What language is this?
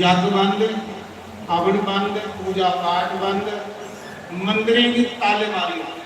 Dogri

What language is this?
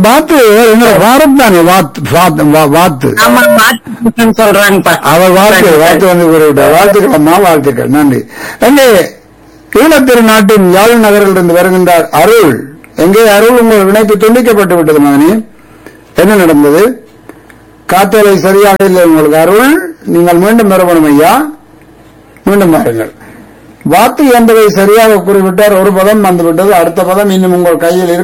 Tamil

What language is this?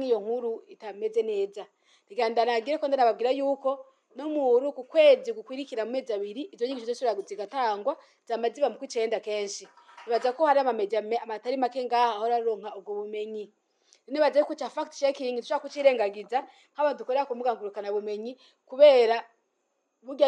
Rundi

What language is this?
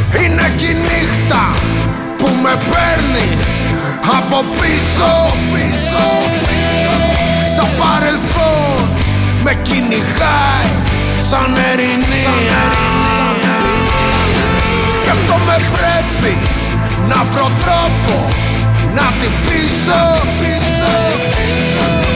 Greek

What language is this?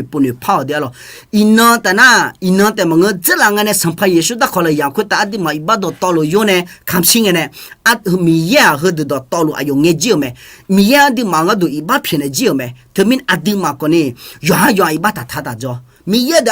Akha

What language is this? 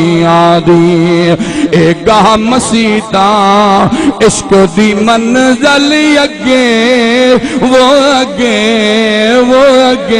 Saraiki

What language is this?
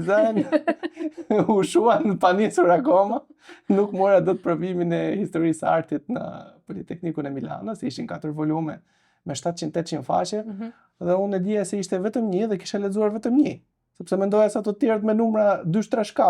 Albanian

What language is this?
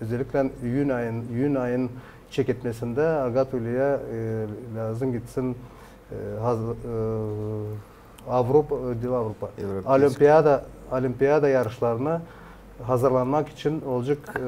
Gagauz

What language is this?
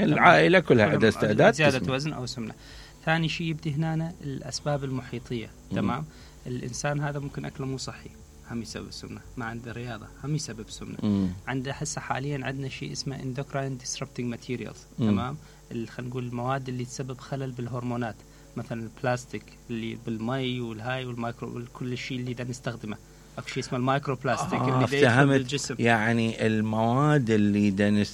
Mesopotamian Arabic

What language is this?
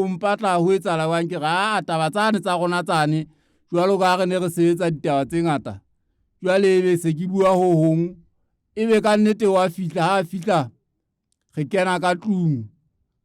Southern Sotho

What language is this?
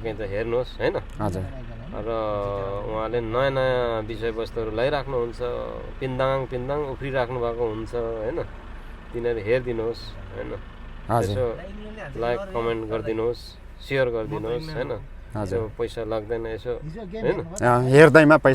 Nepali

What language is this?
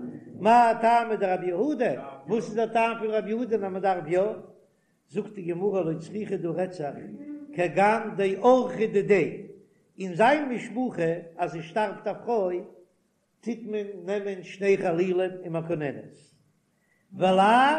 Yiddish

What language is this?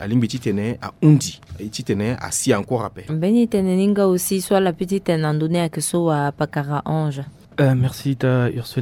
Sango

